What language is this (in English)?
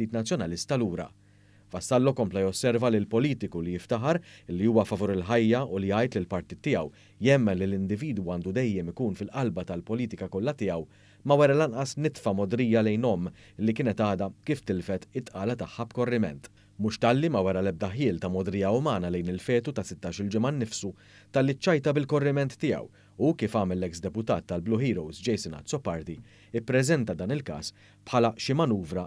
Maltese